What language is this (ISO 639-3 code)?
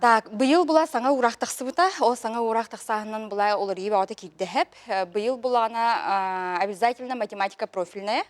sah